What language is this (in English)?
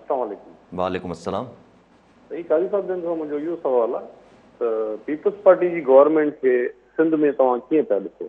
Sindhi